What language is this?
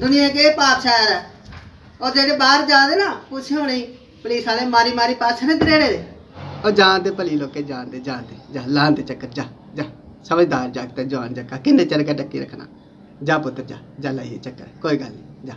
Dogri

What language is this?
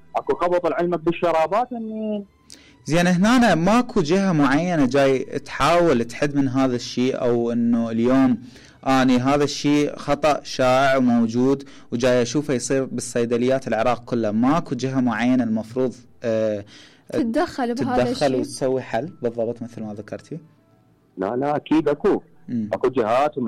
Mesopotamian Arabic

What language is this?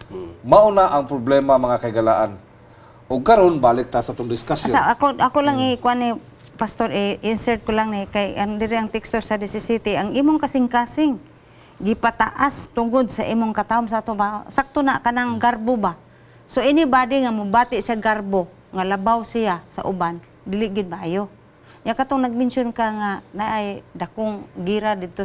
Cebuano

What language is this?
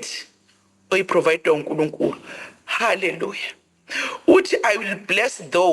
Zulu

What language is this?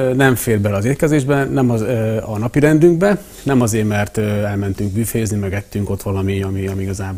Hungarian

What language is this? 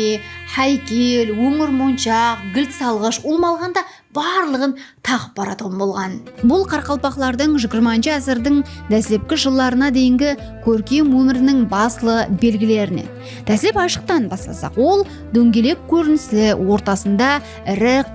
Kara-Kalpak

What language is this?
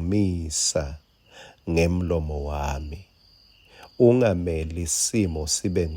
Swati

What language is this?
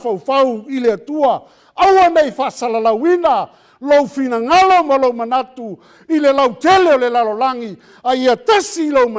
Samoan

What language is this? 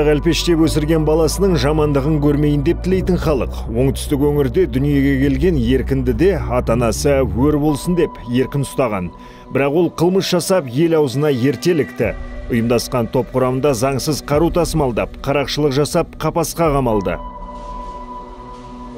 Kazakh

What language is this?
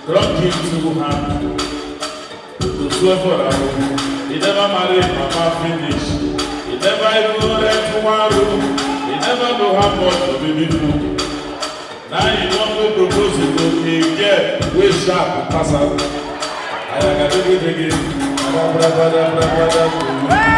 Nigerian Pidgin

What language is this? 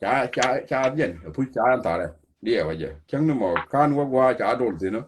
Nuer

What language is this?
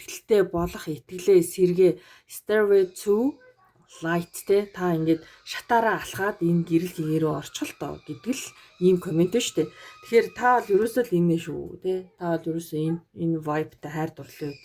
Mongolian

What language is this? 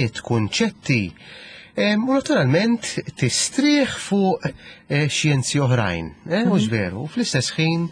Maltese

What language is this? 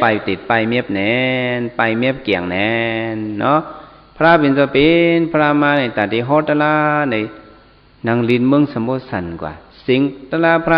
Shan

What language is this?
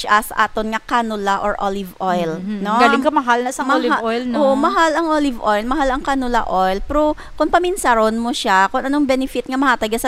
Hiligaynon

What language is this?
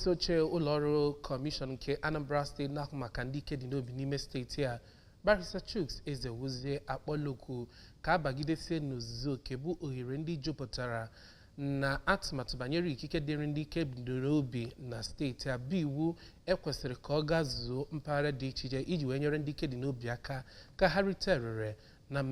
Igbo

